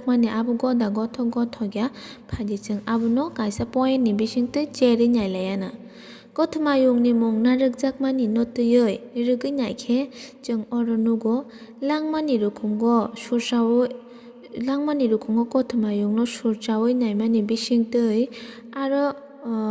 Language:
Kok Borok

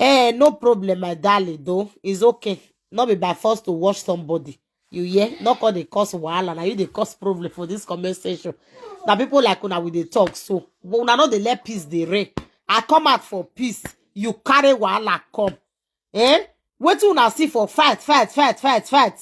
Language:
Nigerian Pidgin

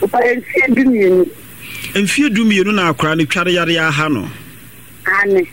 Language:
Akan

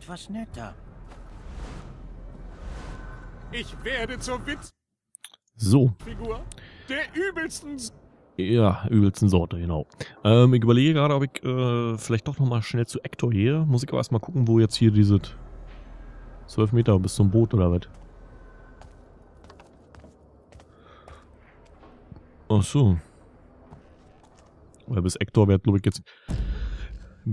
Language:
German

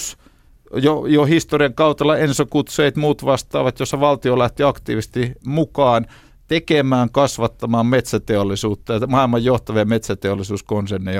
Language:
Finnish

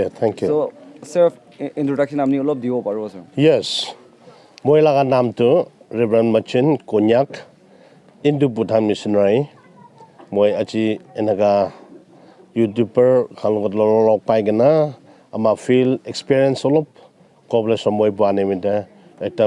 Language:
Naga Pidgin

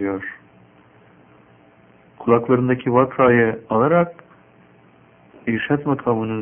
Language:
Turkish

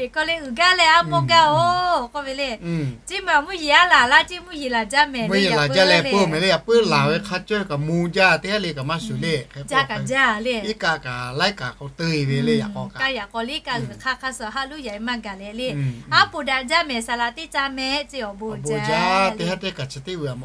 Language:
Lahu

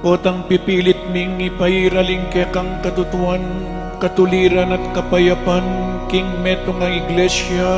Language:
Pampanga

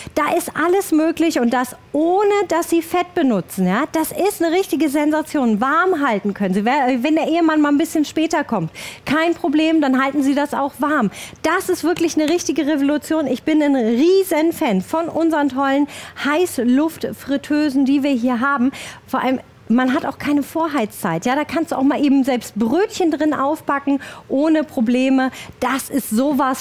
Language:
German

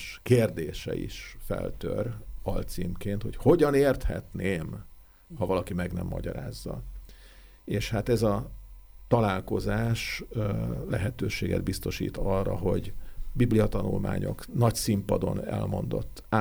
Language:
Hungarian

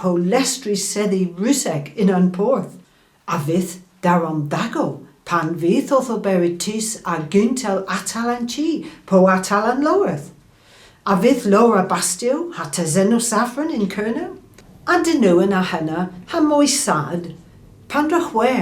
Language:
Cornish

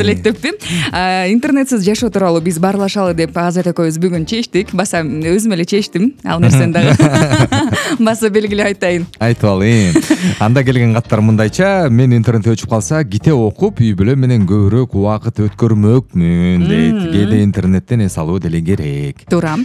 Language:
Kyrgyz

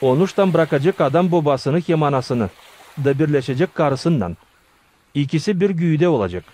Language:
Gagauz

